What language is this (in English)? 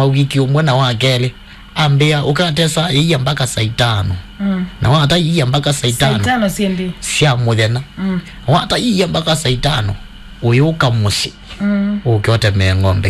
Kamba